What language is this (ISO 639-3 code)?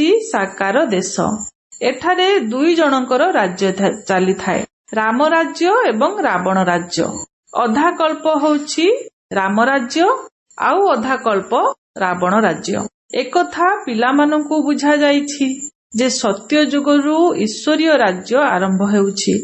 ori